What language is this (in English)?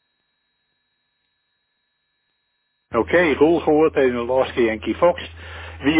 Dutch